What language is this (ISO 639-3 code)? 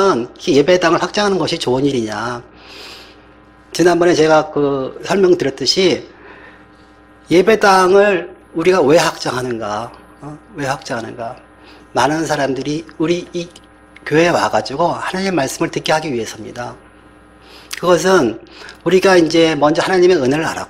kor